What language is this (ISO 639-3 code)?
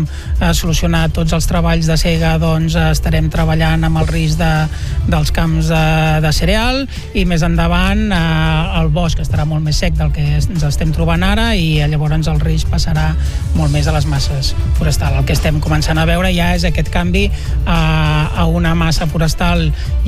cat